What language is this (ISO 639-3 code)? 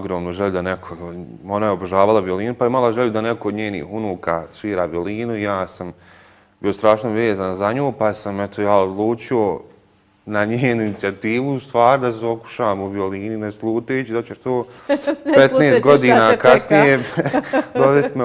bos